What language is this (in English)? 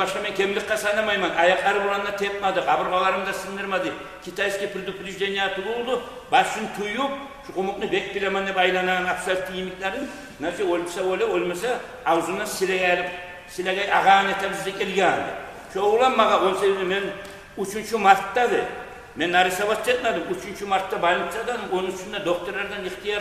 Kumyk